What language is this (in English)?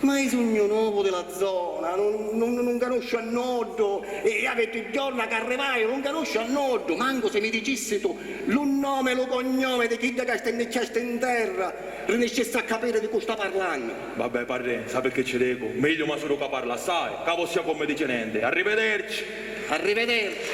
Sicilian